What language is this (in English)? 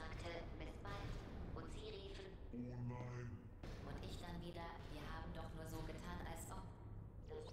Swiss German